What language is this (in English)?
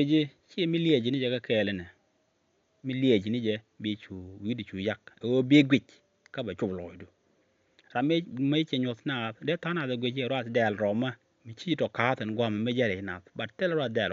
Nuer